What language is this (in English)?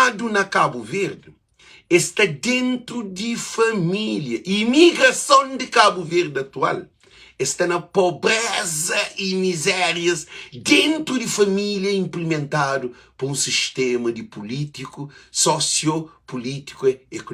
Kabuverdianu